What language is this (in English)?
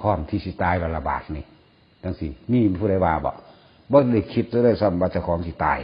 Northeastern Thai